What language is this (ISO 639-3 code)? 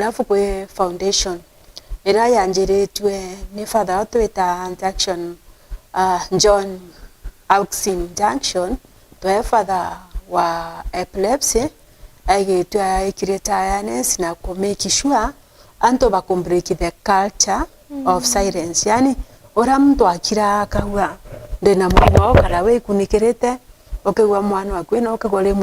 mer